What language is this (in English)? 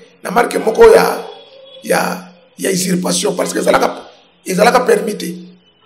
Lingala